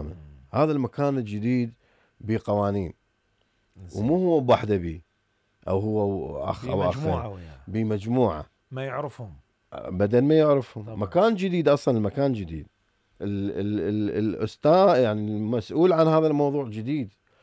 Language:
Mesopotamian Arabic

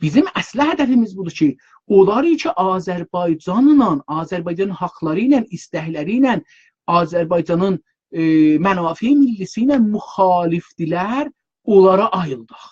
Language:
South Azerbaijani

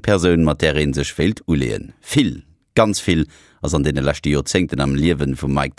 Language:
Luxembourgish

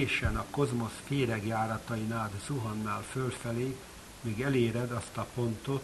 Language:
Hungarian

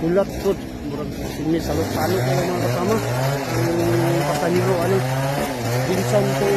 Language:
Hiligaynon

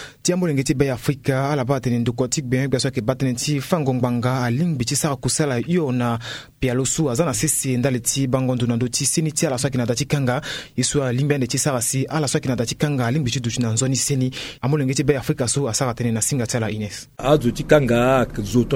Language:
Sango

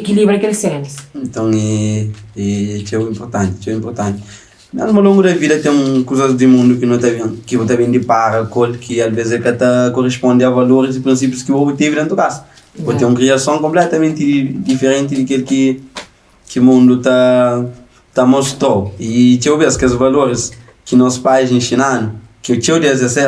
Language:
Kabuverdianu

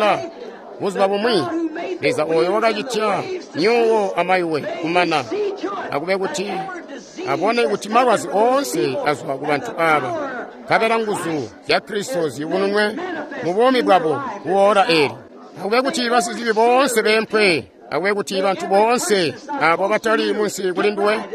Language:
Tonga (Zambia)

